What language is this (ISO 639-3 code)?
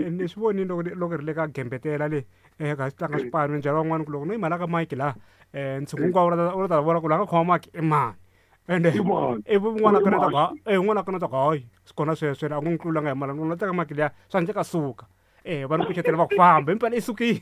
tso